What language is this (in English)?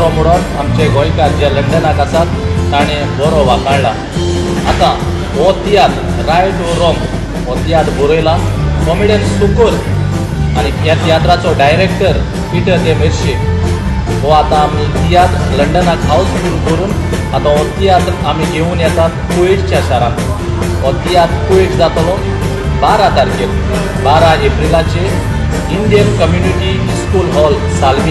Konkani